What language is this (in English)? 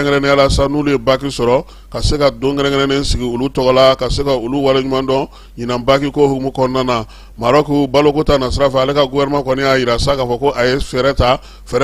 Bambara